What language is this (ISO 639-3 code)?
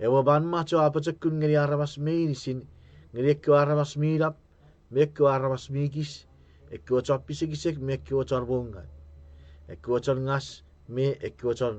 chk